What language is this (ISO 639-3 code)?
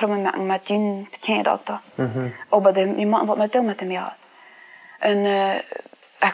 pdt